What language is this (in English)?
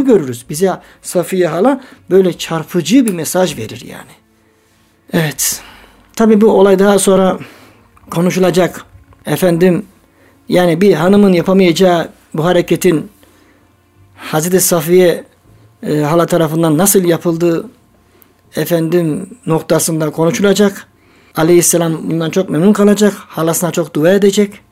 Turkish